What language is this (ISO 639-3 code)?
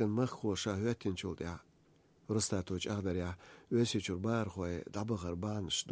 che